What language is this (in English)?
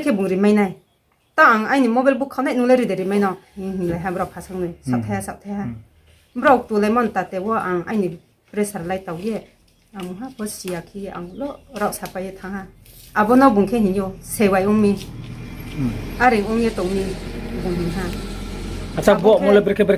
Riang (India)